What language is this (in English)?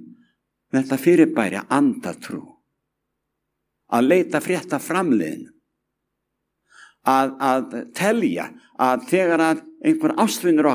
Icelandic